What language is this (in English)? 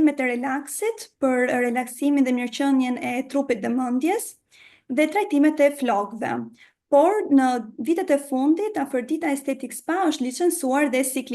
Albanian